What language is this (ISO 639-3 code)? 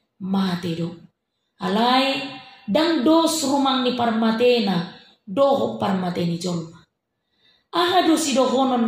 bbc